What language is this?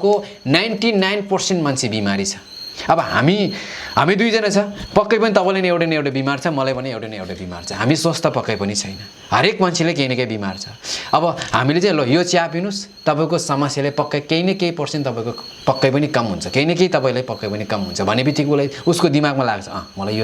Nepali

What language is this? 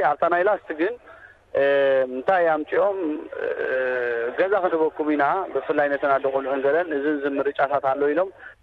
Tigrinya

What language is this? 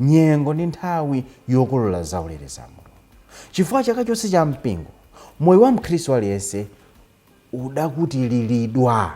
Nyanja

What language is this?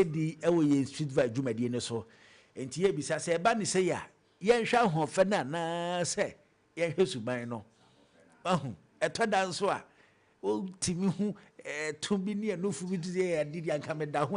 Akan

